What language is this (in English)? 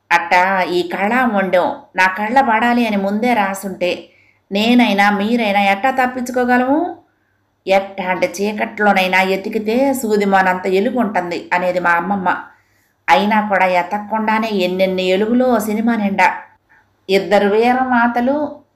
Telugu